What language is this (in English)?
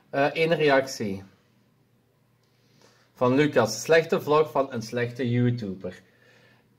Dutch